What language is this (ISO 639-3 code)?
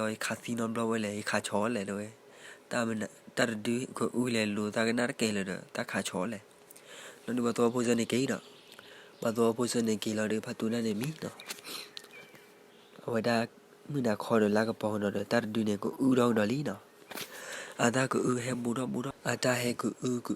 ksw